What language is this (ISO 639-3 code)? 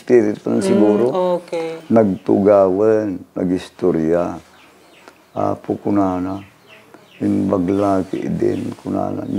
ilo